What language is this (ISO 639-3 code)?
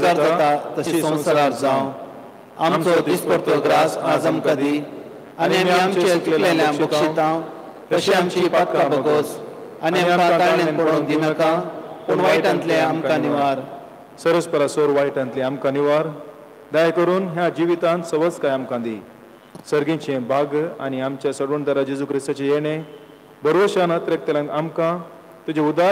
kok